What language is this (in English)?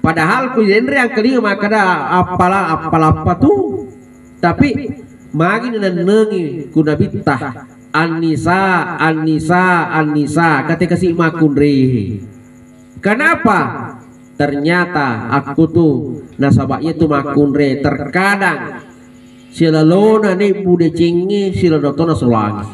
Buginese